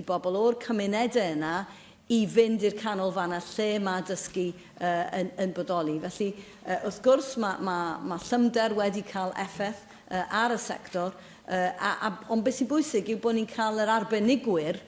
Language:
Welsh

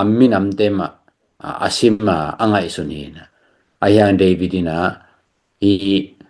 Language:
Tedim Chin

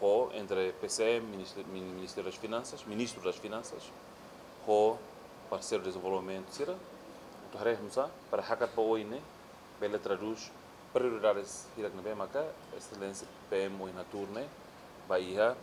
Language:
Tetum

